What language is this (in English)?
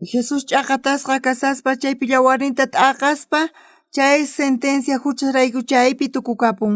South Bolivian Quechua